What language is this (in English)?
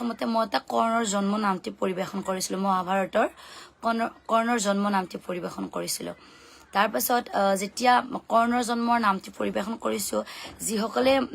Assamese